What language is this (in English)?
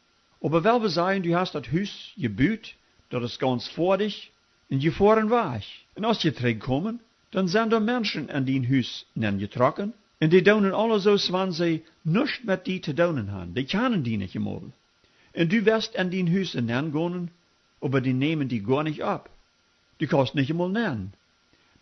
Plautdietsch